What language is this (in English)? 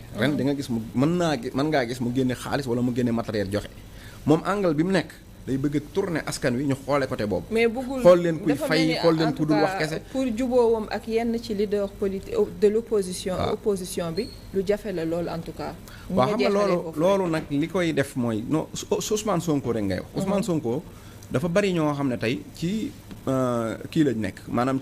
Wolof